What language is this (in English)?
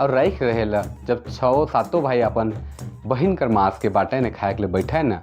Sadri